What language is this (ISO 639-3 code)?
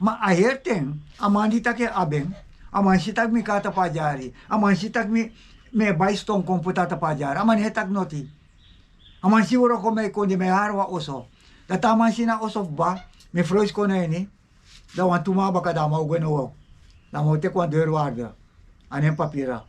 srn